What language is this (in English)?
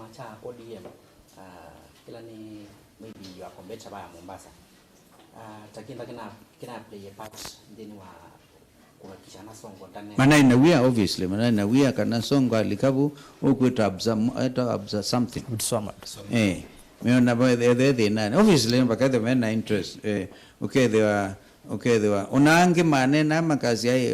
Kamba